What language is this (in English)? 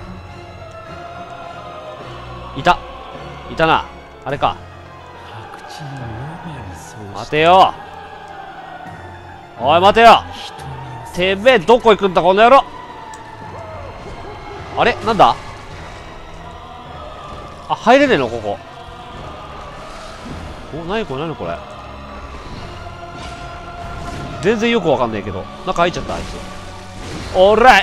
Japanese